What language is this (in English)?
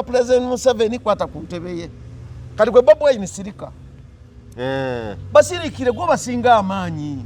Ganda